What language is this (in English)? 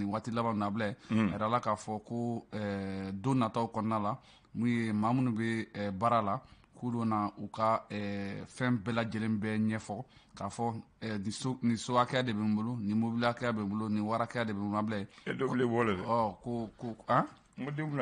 Bambara